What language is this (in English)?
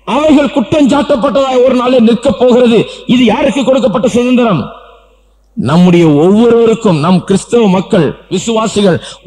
Tamil